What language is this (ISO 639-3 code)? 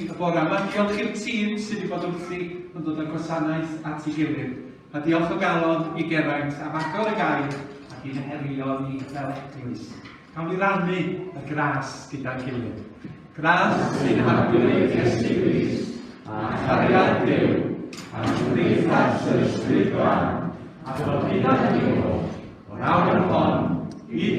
cym